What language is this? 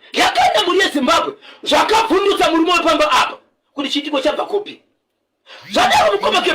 Shona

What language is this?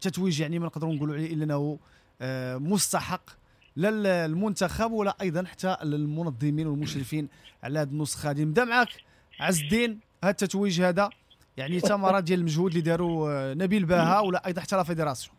Moroccan Arabic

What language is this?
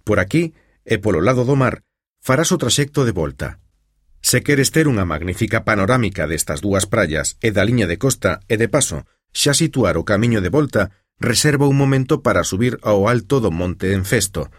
Galician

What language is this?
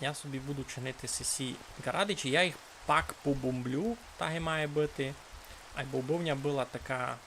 Rusyn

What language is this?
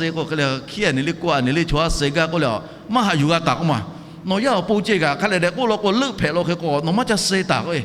Lahu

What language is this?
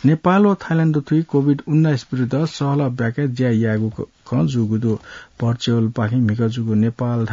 Newari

